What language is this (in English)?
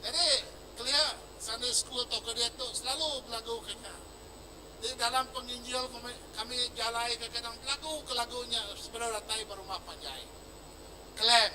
Iban